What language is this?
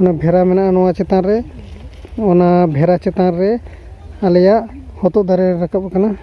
Santali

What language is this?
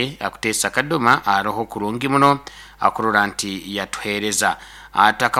Nyoro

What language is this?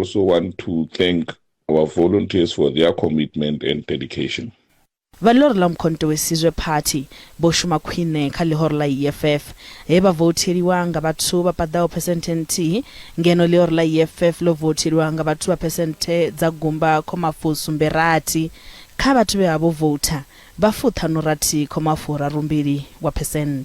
Venda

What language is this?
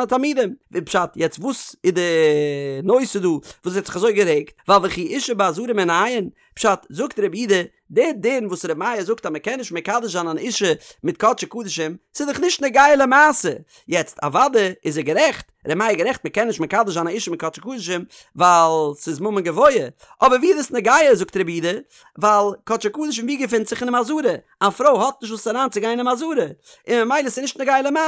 Yiddish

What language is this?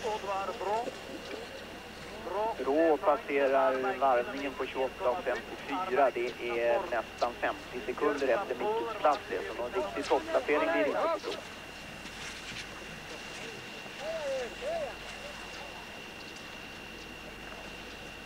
Swedish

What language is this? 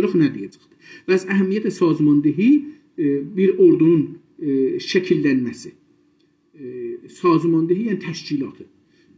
South Azerbaijani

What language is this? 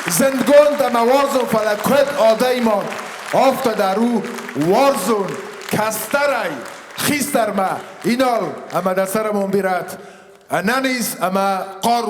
Ossetic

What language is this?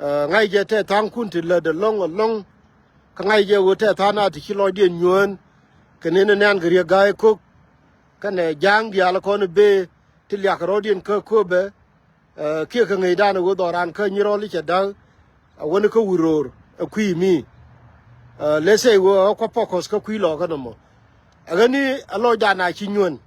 Nuer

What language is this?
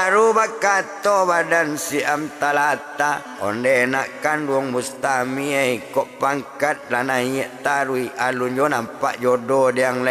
Minangkabau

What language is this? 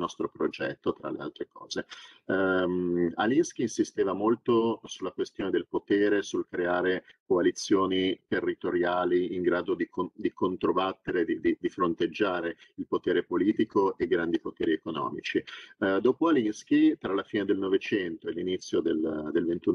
Italian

